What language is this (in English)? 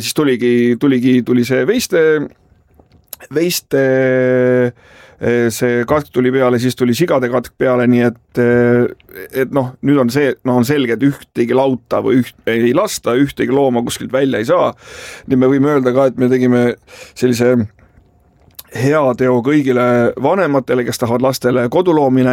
Estonian